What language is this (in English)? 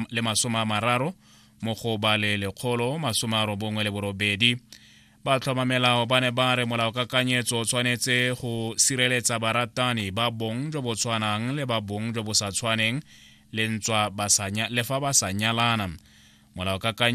Tswana